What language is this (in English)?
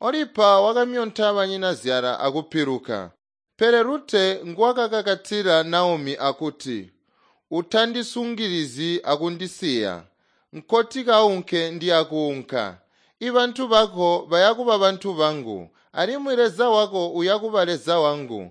Tonga (Zambia)